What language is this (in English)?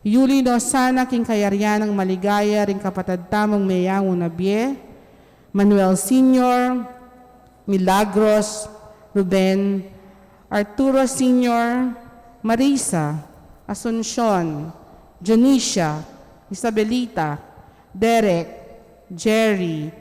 Pampanga